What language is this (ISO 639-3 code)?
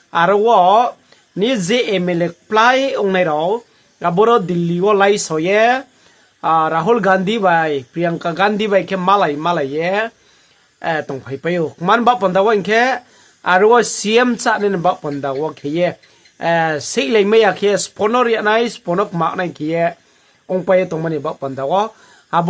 ria